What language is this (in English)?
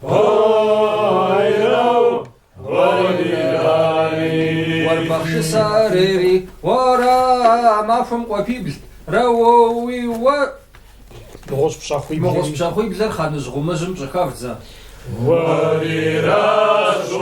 Kabardian